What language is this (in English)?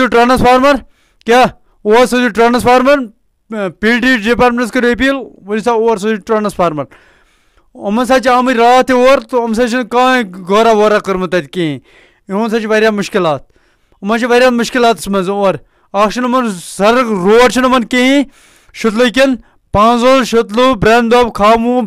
Kashmiri